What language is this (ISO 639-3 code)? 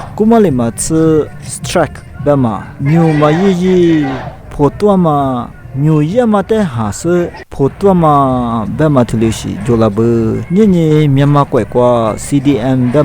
lis